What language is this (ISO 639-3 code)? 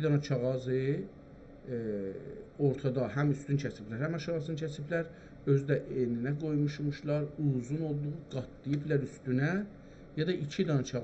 azb